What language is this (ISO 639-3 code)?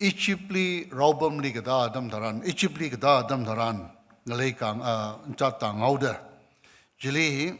nmf